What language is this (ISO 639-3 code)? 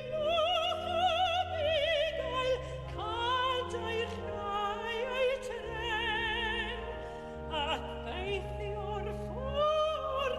cym